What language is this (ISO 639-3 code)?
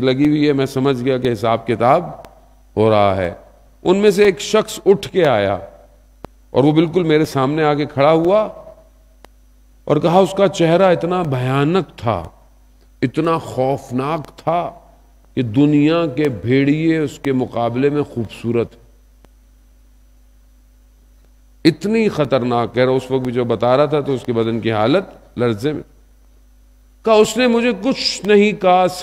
urd